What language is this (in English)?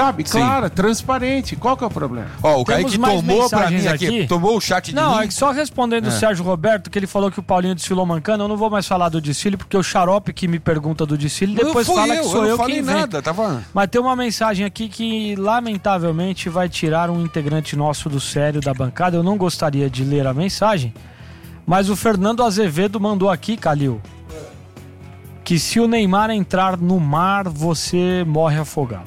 Portuguese